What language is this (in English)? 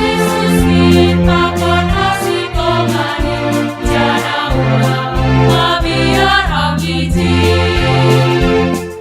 Batak Simalungun